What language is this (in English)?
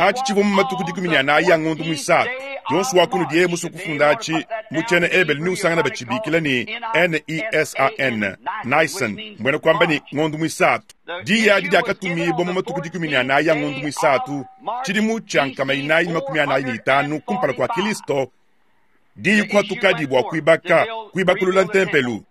Luba-Lulua